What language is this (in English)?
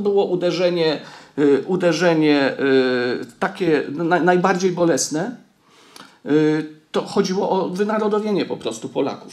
Polish